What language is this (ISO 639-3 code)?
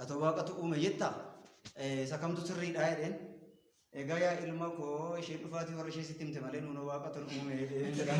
orm